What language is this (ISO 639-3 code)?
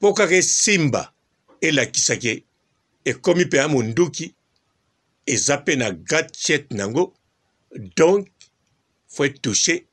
lin